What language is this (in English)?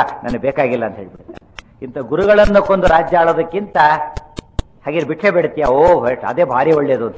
Kannada